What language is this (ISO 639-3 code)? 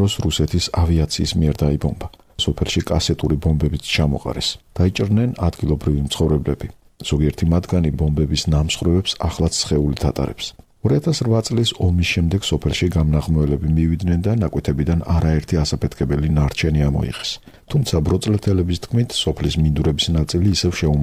kat